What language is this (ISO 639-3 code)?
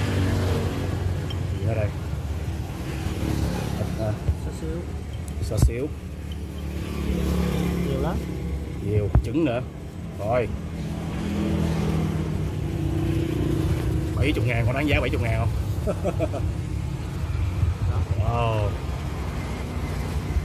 vie